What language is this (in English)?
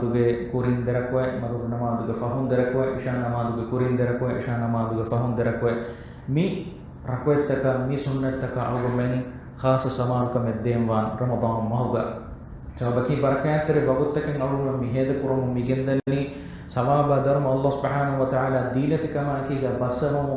Divehi